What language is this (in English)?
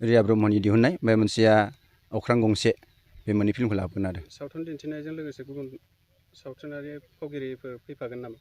Bodo